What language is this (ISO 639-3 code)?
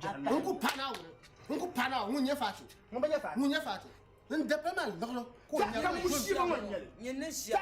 dag